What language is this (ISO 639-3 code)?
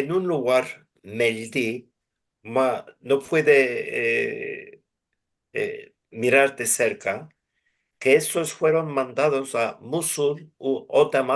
lad